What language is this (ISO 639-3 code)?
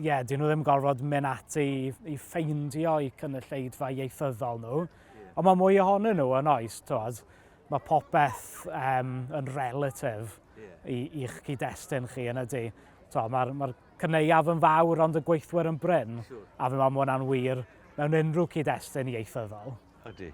cym